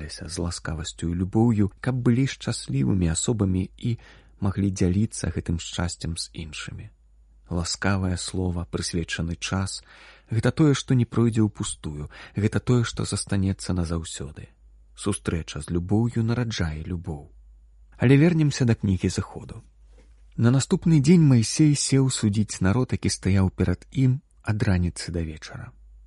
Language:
Belarusian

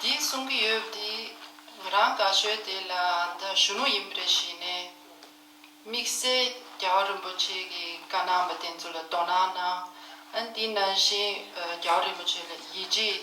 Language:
Tibetan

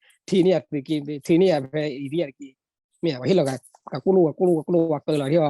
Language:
S'gaw Karen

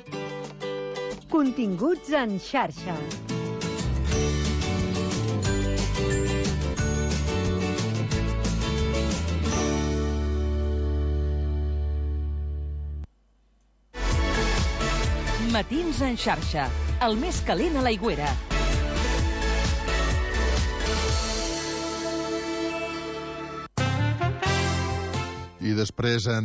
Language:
Catalan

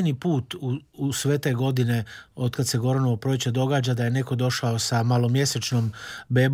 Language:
Croatian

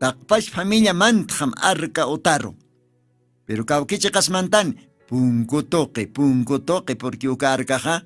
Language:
Aymara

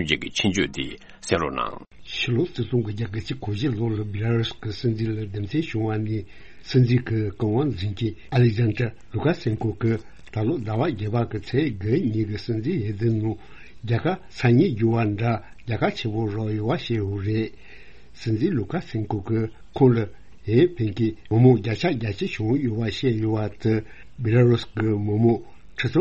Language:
Tibetan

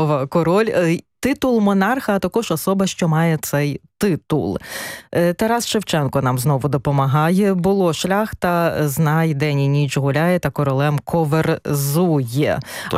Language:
Ukrainian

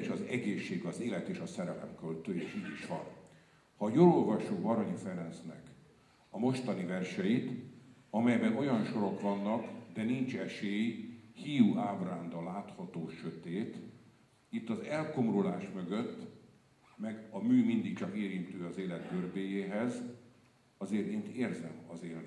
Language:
Hungarian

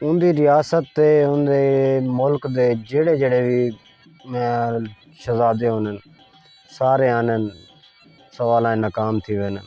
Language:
Saraiki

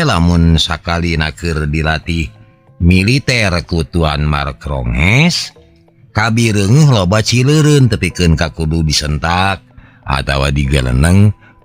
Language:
Sundanese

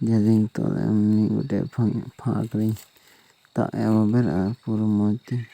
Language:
Santali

